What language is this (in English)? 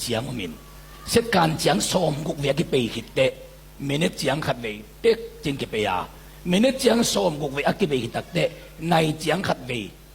Tedim Chin